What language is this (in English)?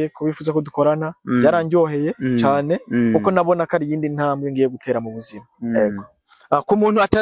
Rundi